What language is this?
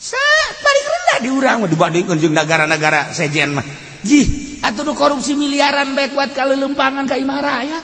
Sundanese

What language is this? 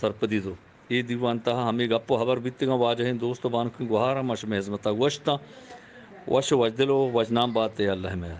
Eastern Balochi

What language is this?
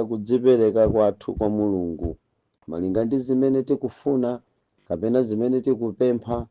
Nyanja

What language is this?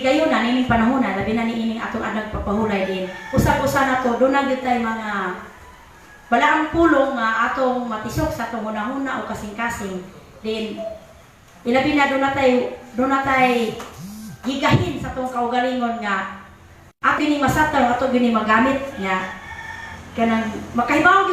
Cebuano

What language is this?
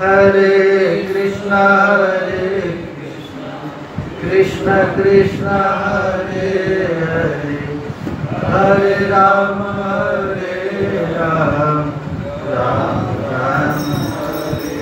Sanskrit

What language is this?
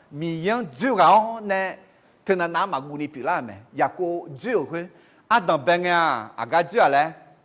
Akha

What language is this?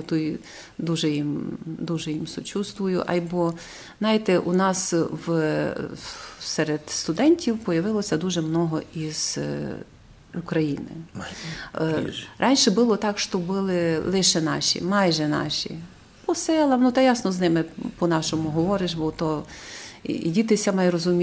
Rusyn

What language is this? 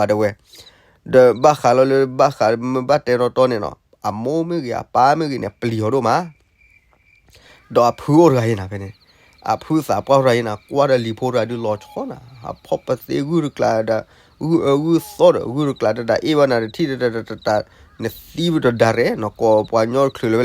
S'gaw Karen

